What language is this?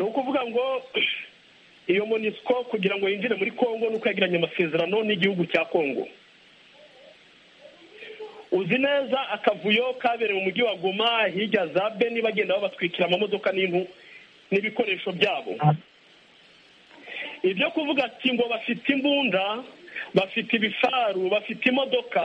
Kinyarwanda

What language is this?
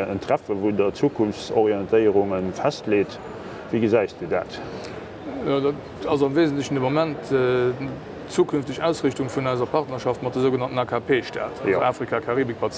Luxembourgish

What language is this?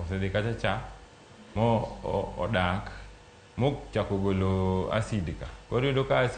Luo (Kenya and Tanzania)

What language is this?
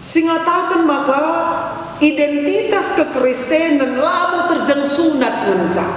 Batak Karo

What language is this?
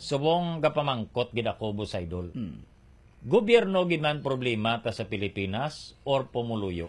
Hiligaynon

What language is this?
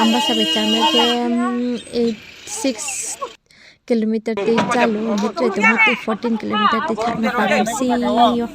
Riang (India)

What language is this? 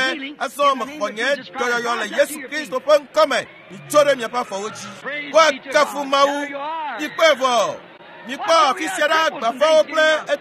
Ewe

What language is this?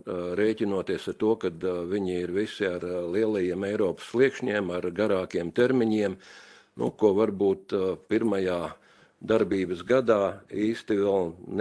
Latvian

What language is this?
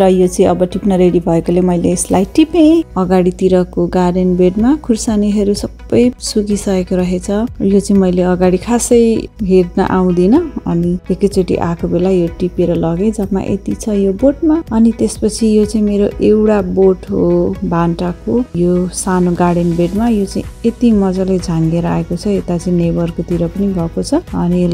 Nepali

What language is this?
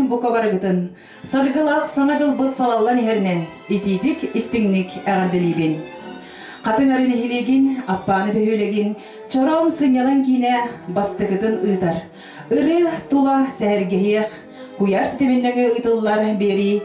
Yakut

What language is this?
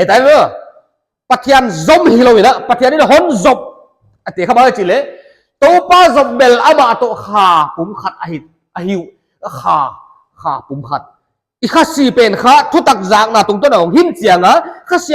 Paite Chin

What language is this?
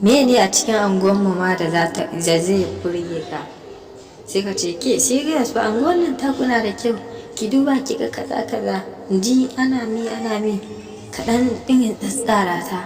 Hausa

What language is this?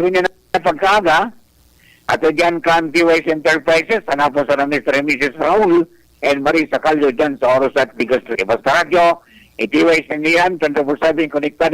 Bikol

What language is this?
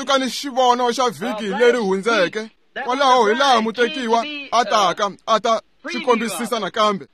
Tsonga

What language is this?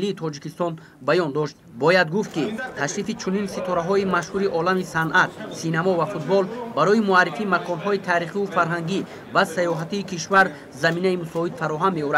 Tajik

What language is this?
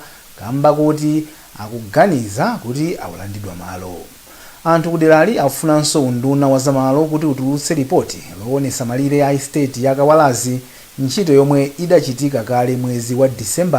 Nyanja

